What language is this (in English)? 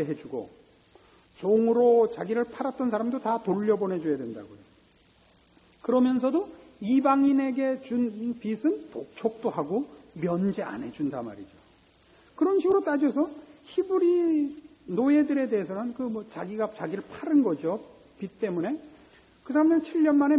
Korean